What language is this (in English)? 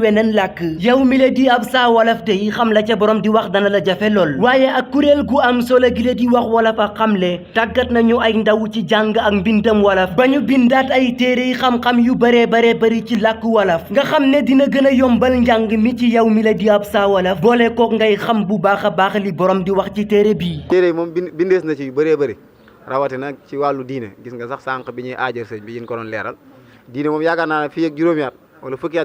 Wolof